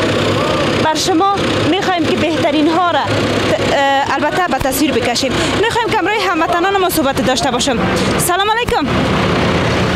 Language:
Persian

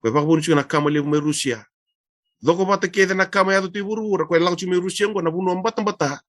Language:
Fijian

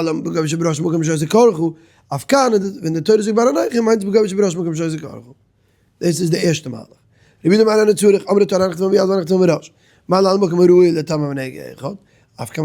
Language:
Yiddish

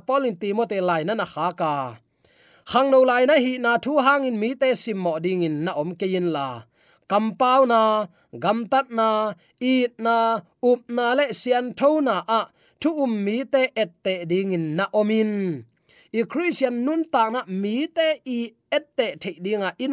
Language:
Tedim Chin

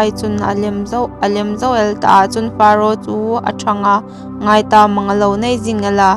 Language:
Hmar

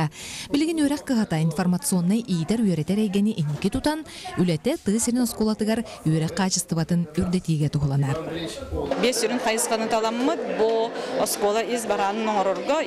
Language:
Yakut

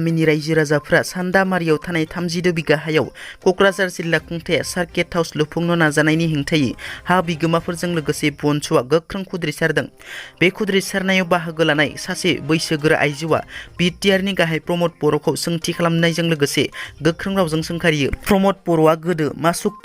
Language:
Bodo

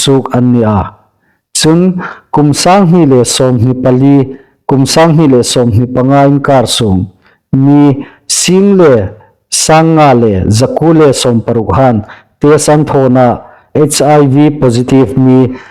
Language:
Hmar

